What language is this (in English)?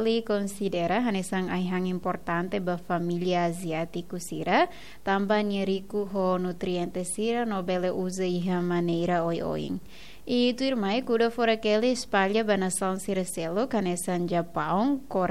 Tetum